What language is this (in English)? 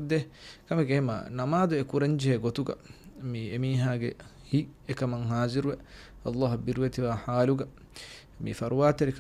Divehi